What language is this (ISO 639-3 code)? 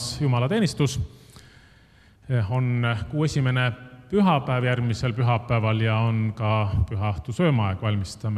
est